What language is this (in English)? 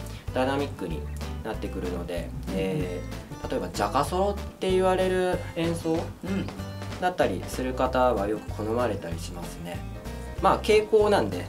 Japanese